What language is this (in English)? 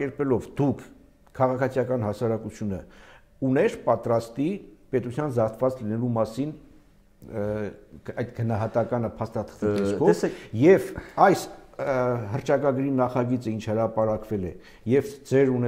Armenian